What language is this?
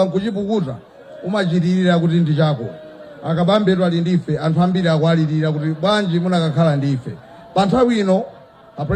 Nyanja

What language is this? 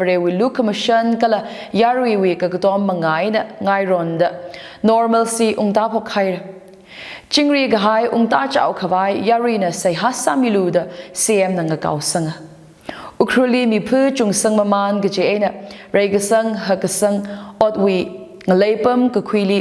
Tangkhul Naga (India)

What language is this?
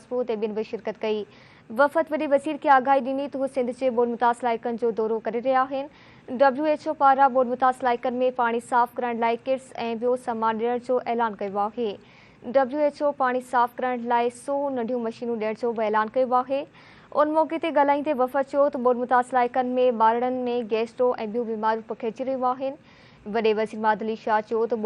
Sindhi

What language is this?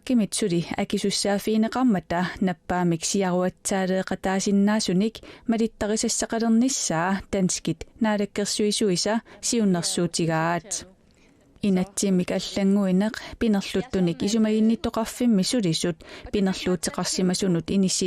Kalaallisut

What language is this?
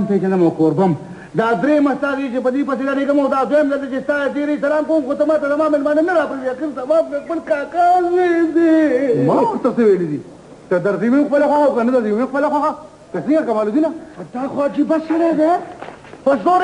Pashto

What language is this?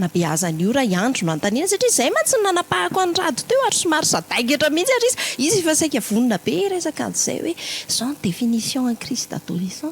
Malagasy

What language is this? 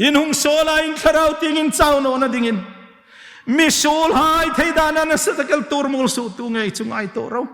Hmar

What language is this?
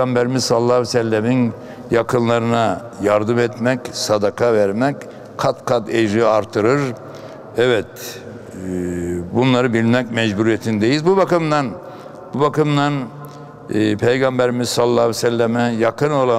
Turkish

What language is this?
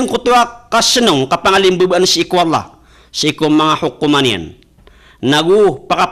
Maranao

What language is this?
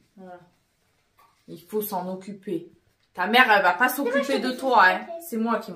French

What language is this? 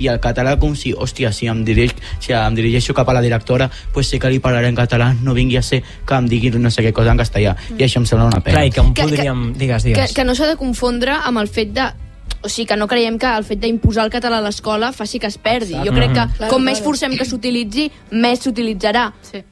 Catalan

